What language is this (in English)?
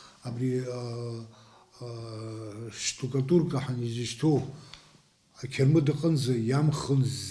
Abkhazian